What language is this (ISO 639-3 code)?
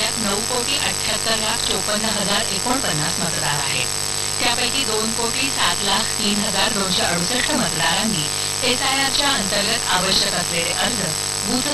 mar